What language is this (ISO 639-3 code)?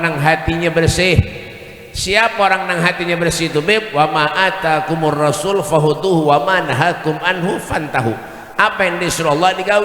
bjn